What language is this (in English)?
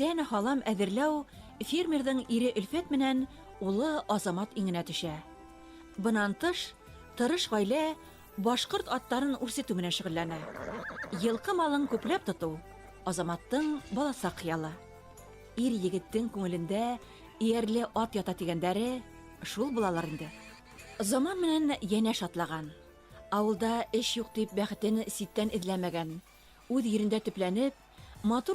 Bashkir